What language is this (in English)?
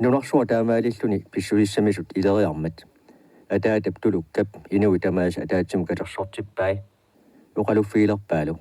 Kalaallisut